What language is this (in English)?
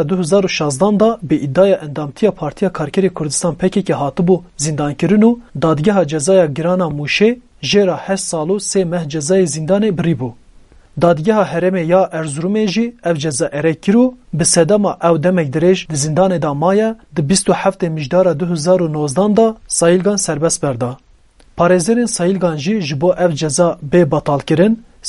Kurdish